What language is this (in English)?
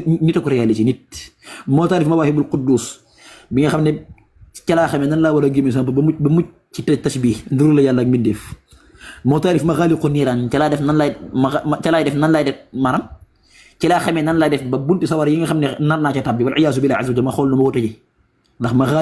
Wolof